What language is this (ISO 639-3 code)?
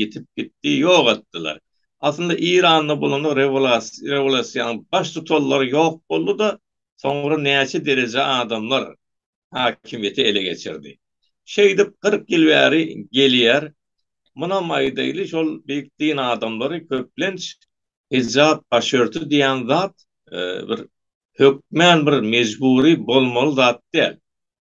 tuk